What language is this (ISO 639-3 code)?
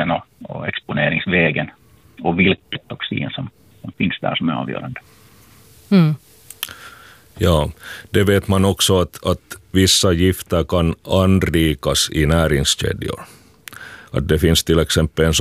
swe